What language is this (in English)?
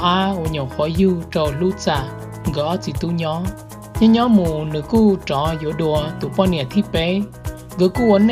Hmong